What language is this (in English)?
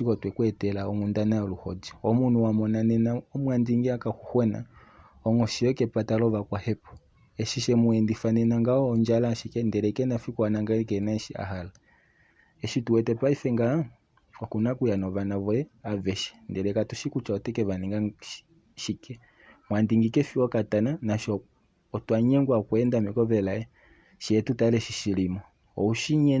Kuanyama